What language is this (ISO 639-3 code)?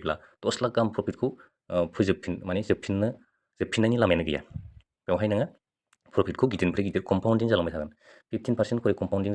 brx